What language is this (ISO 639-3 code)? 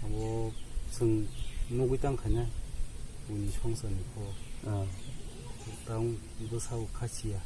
trp